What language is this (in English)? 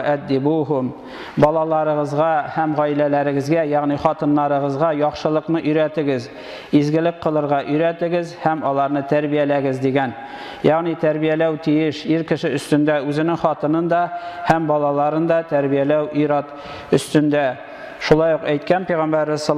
Tatar